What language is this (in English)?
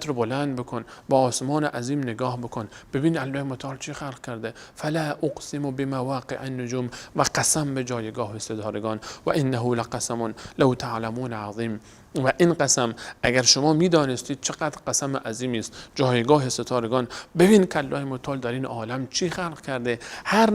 Persian